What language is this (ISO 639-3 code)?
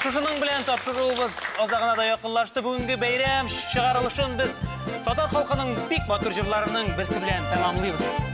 tat